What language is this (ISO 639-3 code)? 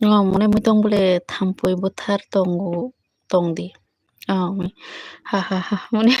trp